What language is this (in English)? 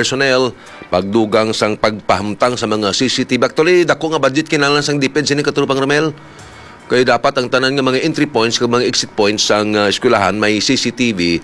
Hiligaynon